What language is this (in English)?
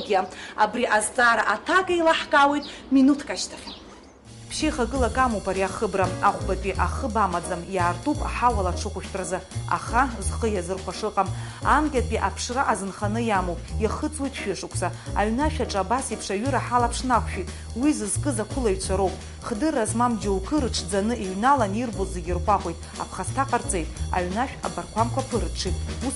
Abkhazian